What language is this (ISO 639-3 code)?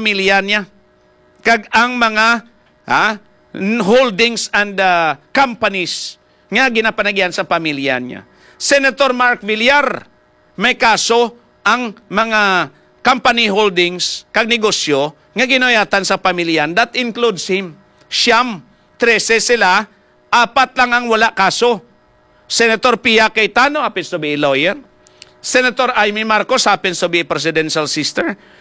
hil